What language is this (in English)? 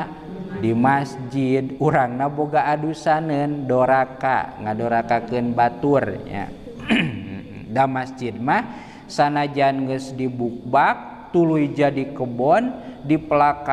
Sundanese